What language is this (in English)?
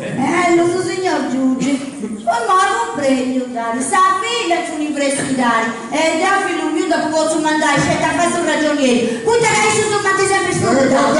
Sardinian